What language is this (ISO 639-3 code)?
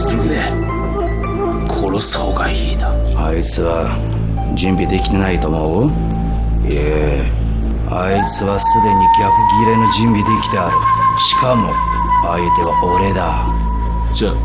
jpn